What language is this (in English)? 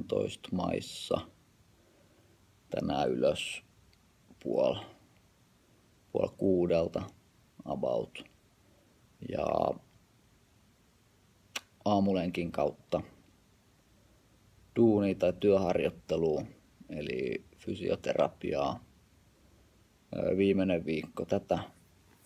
Finnish